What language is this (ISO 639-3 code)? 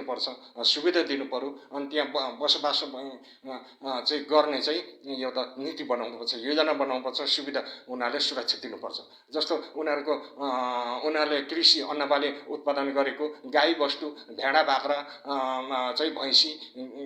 nep